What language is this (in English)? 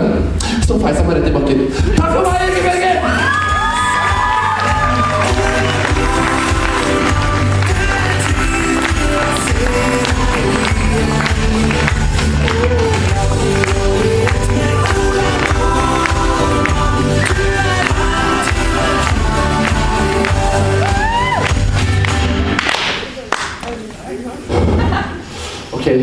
Norwegian